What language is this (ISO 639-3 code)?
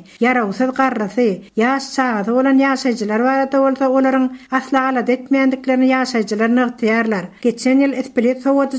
tuk